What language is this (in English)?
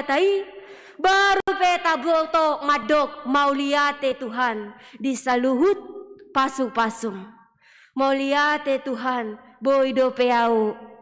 Batak Toba